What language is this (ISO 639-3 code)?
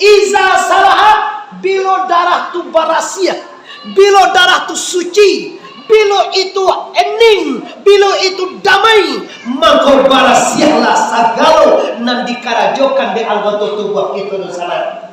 min